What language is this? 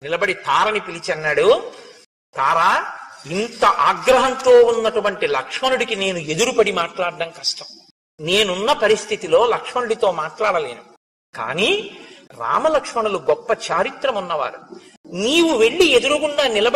Telugu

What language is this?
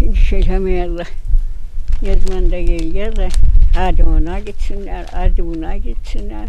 Gagauz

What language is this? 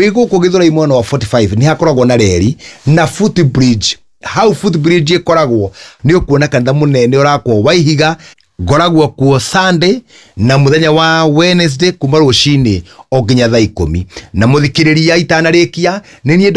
Kikuyu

